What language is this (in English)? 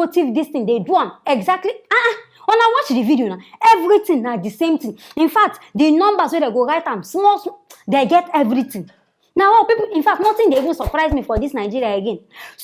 Nigerian Pidgin